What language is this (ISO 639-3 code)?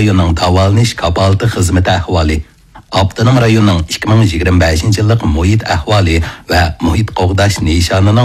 uig